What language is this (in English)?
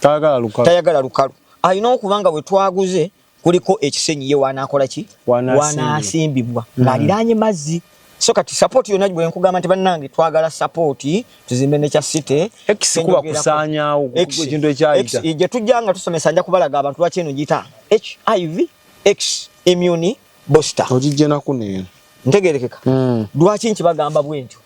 Ganda